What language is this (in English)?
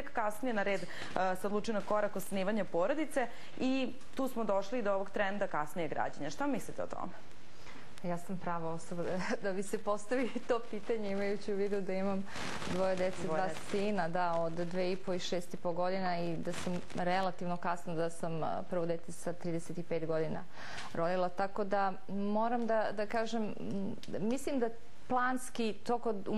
Serbian